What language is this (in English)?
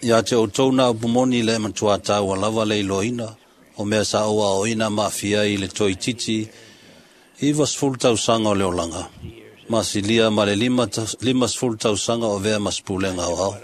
Samoan